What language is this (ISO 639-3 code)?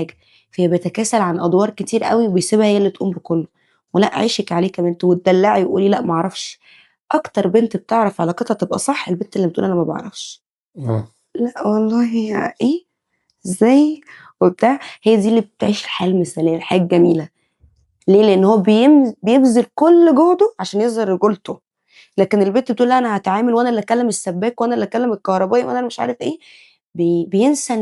arz